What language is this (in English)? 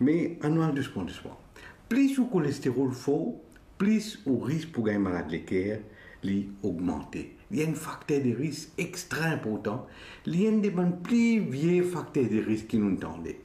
Morisyen